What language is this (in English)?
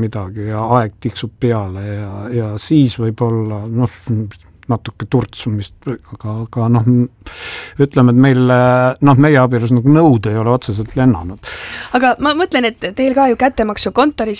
Estonian